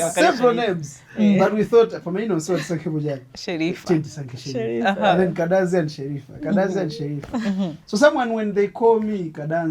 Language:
Nyanja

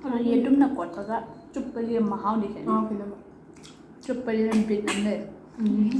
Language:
Manipuri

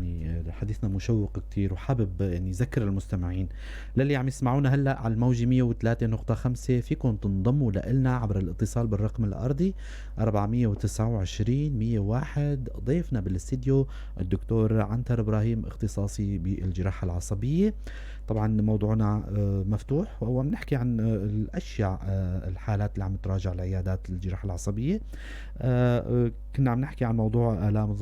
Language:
North Levantine Arabic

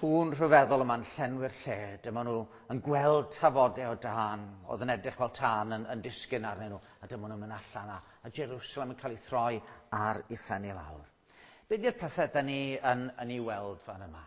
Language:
Welsh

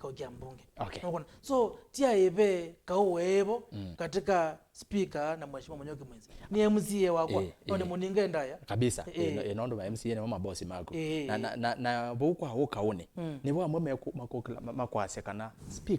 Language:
Kamba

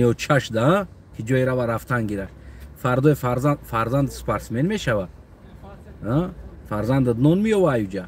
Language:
Tajik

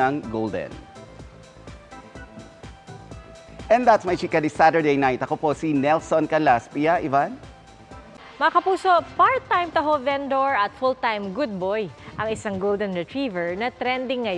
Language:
Filipino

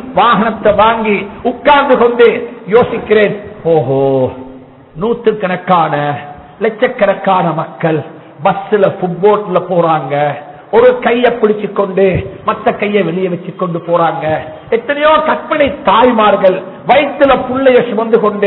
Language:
Tamil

